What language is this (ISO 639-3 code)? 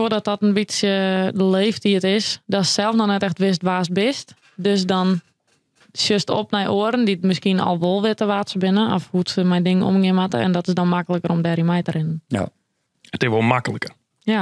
fry